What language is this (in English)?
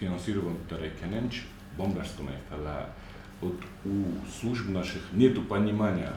Ossetic